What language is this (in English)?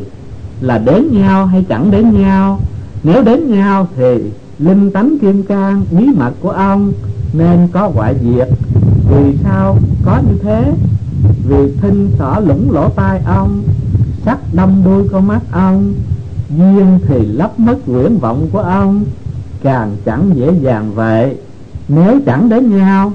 Vietnamese